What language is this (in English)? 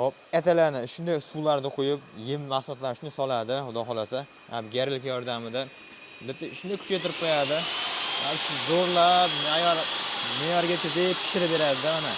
Uzbek